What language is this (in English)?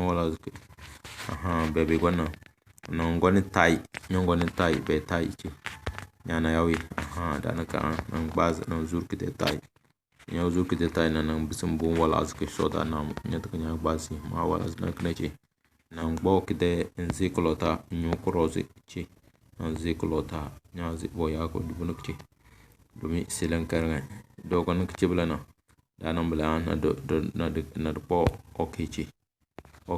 Tem